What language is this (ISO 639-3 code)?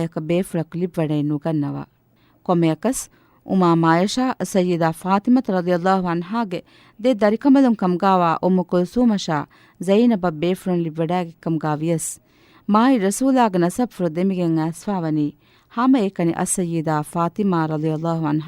div